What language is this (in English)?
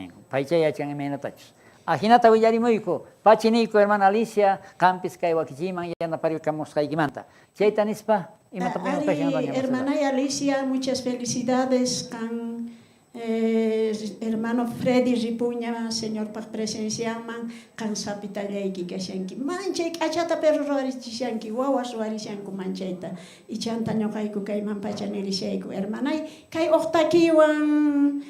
South Bolivian Quechua